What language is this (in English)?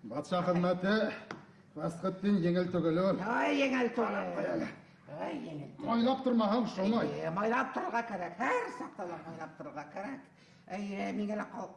Bashkir